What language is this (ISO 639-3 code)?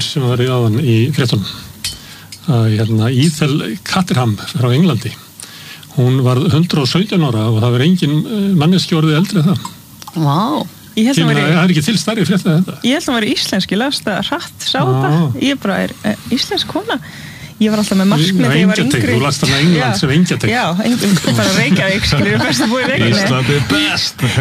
isl